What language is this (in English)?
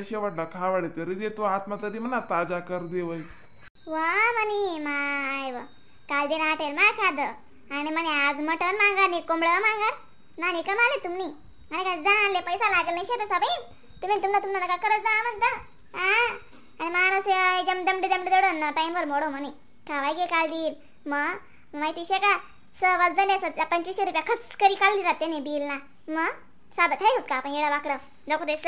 Khandesi